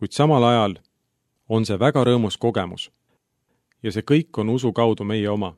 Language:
Estonian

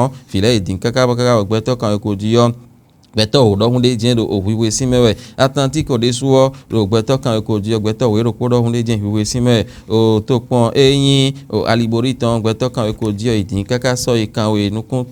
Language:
Fon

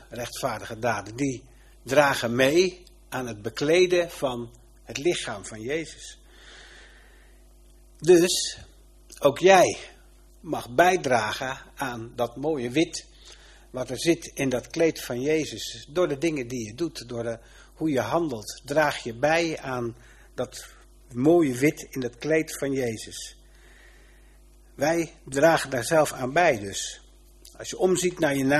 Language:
Dutch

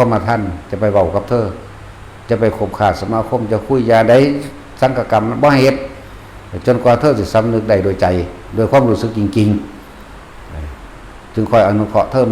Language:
Northeastern Thai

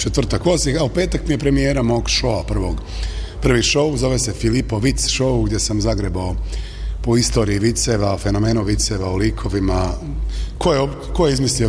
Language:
Bosnian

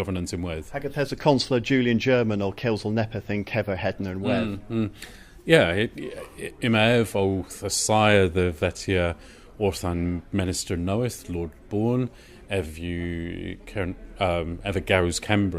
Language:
Cornish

